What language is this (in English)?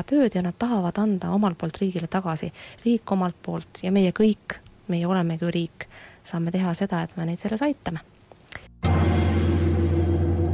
Estonian